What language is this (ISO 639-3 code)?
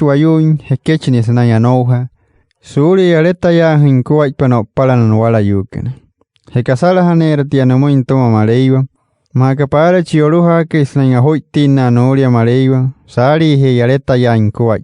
guc